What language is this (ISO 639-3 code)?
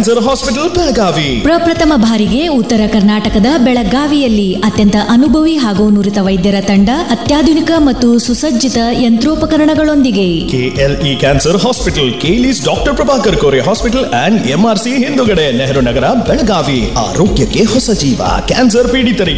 kan